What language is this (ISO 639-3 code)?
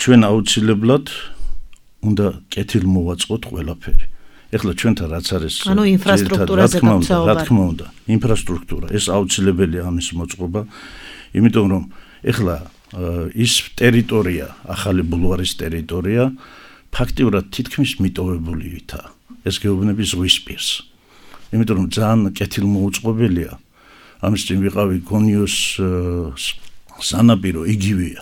kat